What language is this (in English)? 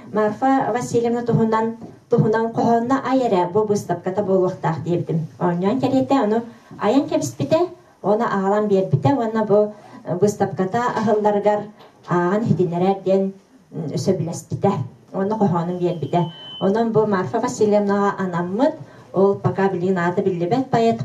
Yakut